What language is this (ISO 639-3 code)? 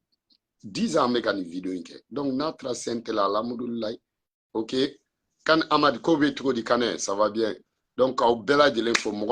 bam